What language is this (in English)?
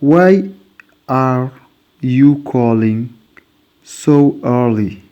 Fula